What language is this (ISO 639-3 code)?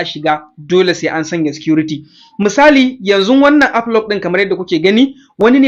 hau